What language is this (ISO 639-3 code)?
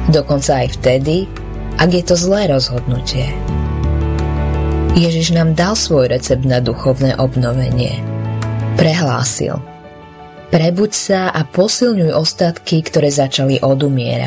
slk